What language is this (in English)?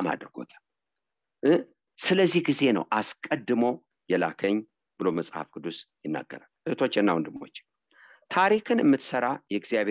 Amharic